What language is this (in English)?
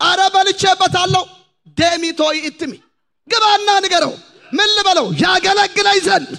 Amharic